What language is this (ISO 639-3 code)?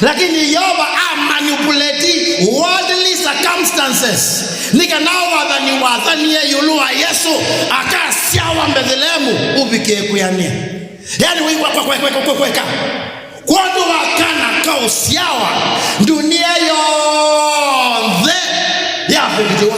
kam